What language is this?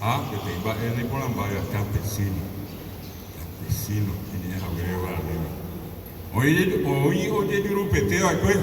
Guarani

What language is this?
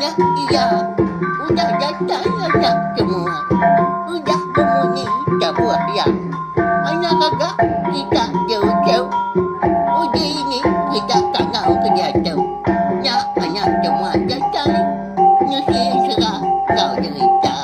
Iban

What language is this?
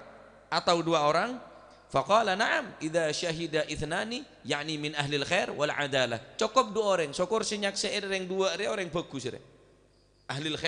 Madurese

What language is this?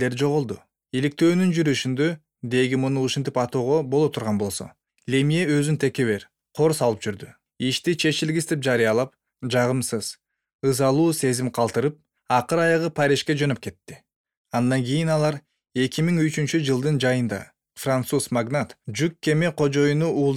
Kyrgyz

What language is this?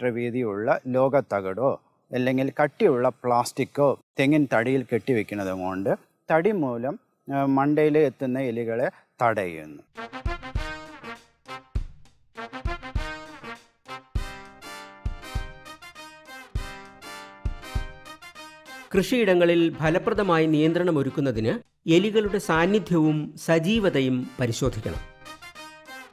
Malayalam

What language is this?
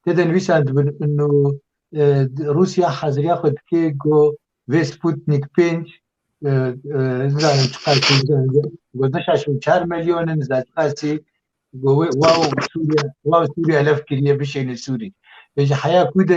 Kurdish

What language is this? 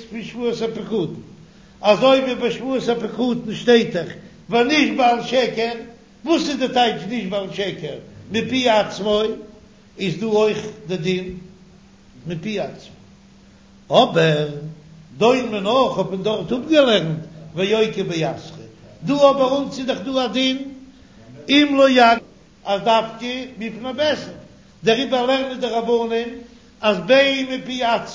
Yiddish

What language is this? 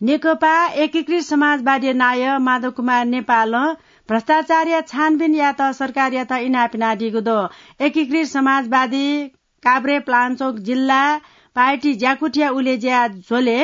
Newari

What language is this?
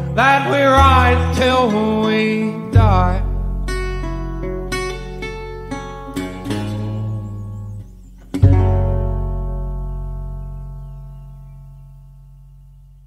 English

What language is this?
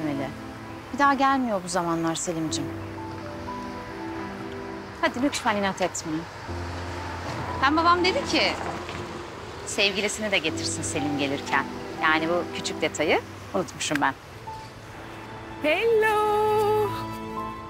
Turkish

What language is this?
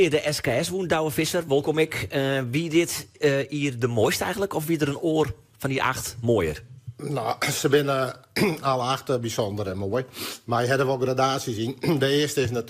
Western Frisian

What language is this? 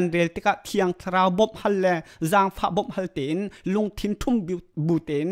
Hakha Chin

